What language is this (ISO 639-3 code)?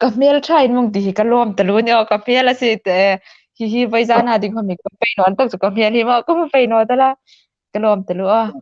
hmr